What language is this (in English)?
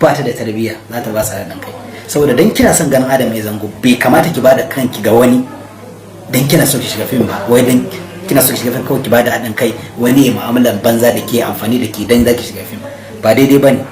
Hausa